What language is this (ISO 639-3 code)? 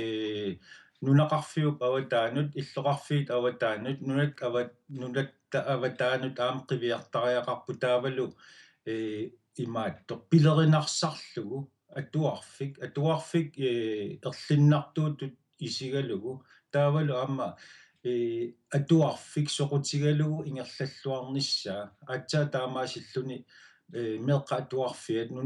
kal